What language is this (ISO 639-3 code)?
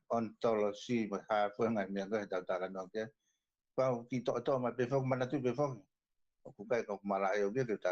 ton